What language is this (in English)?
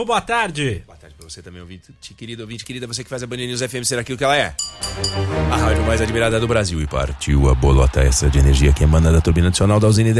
Portuguese